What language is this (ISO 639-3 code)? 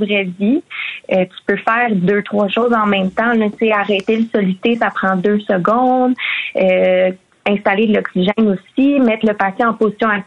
fra